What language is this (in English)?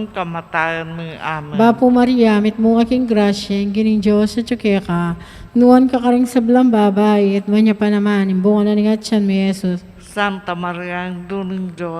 Pampanga